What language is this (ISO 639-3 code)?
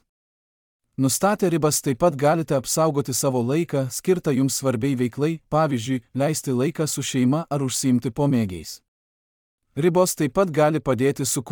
lit